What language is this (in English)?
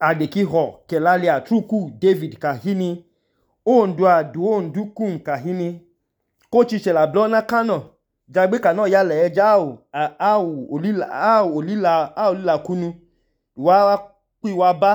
Idoma